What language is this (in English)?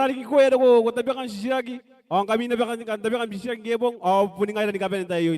Gilbertese